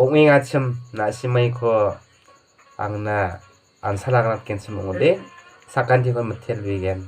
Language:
Garo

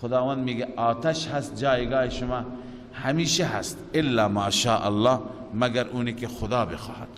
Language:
Persian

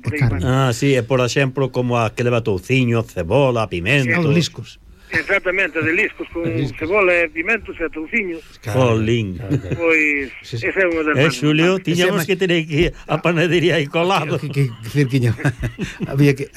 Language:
Galician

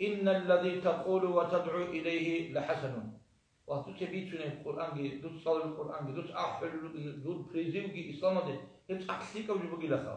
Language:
Avaric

